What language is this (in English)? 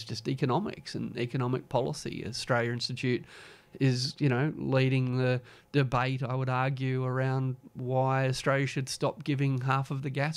English